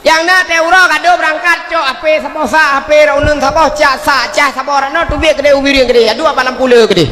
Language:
Achinese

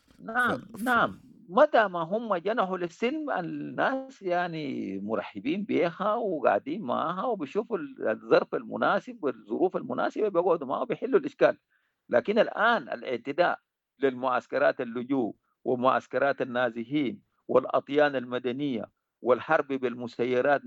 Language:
Sudanese Arabic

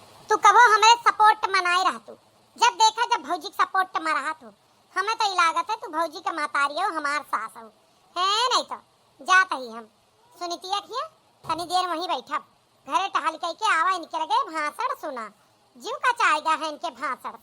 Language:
Awadhi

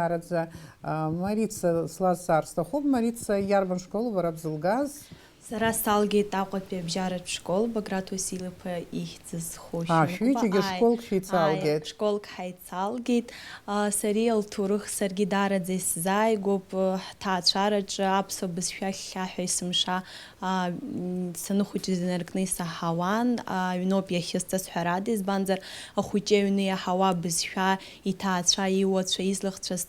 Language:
Abkhazian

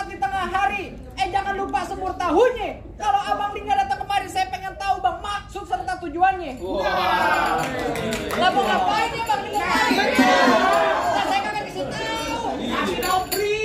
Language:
Betawi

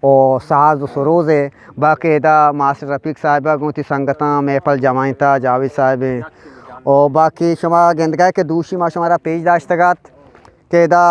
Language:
Eastern Balochi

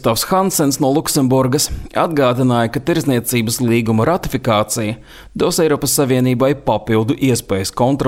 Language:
Latvian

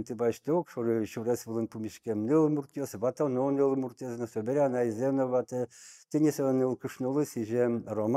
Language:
Udmurt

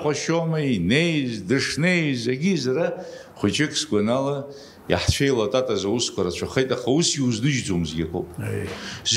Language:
Abkhazian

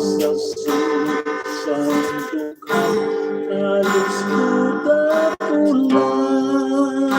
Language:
Hiligaynon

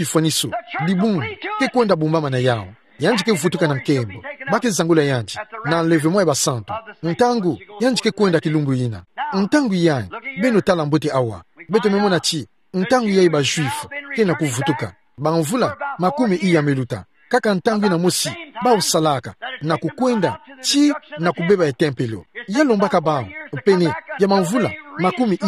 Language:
Kituba (Democratic Republic of Congo)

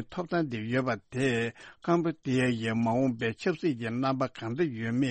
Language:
Tibetan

